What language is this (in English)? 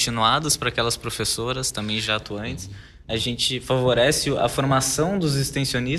Portuguese